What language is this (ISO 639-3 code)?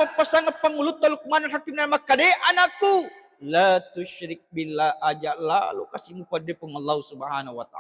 bug